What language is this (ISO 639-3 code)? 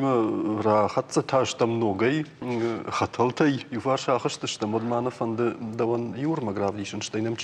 oss